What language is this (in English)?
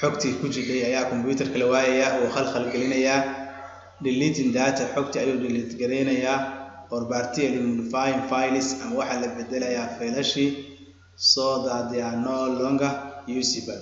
Somali